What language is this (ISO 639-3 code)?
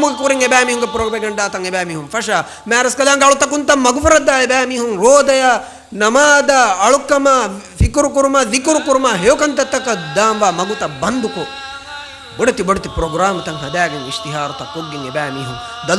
div